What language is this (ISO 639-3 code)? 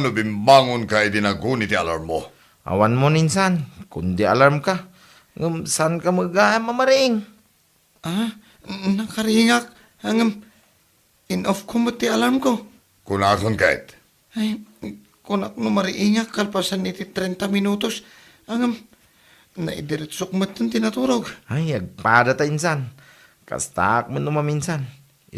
ilo